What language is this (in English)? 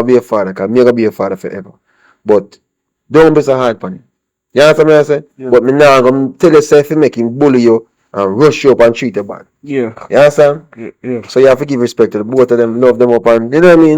Jamaican Creole English